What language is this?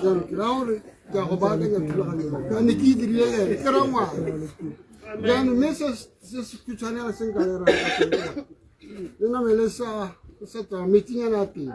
Tswana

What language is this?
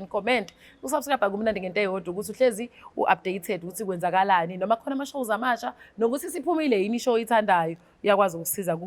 Zulu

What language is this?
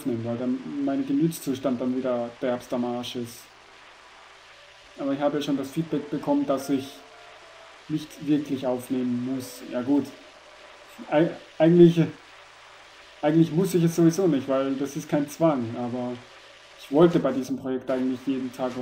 German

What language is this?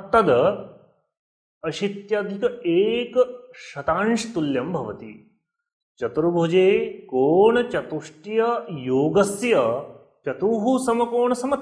Sanskrit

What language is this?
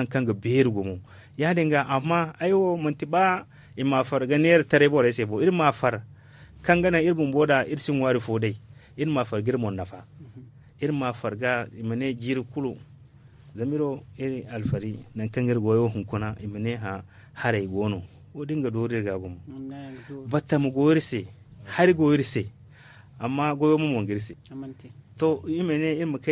Zarma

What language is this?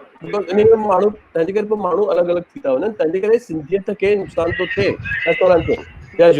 Sindhi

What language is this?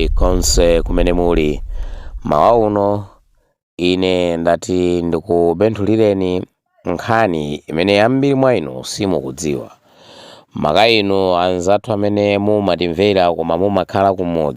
Nyanja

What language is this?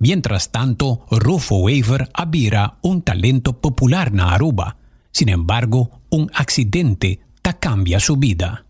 Papiamento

